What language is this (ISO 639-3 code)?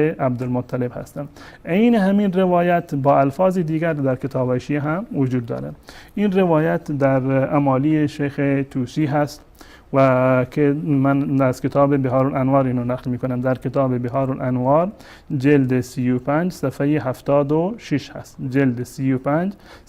fas